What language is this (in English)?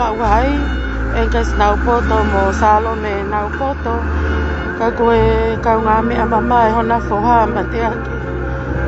Tongan